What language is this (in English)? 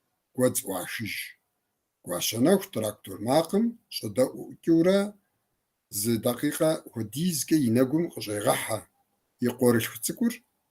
Kabardian